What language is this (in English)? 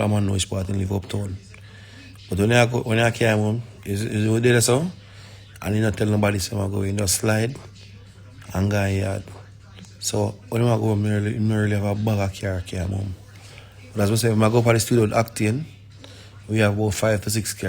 Jamaican Creole English